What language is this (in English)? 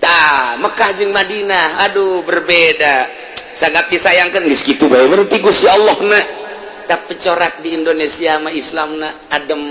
Sundanese